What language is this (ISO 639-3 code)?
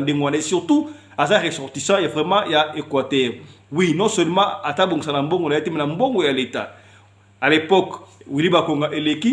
lin